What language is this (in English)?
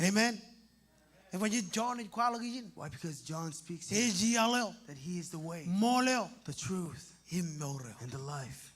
Marshallese